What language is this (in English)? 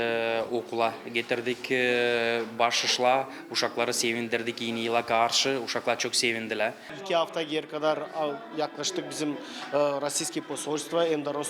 Gagauz